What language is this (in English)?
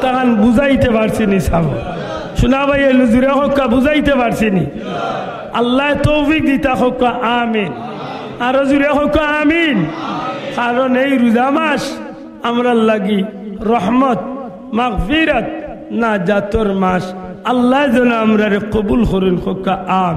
Sylheti